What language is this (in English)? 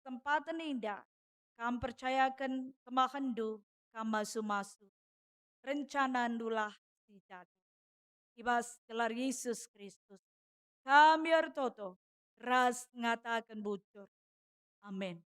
Batak Karo